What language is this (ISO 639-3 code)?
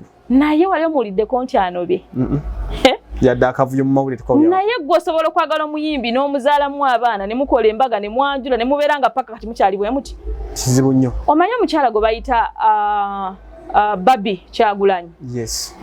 lug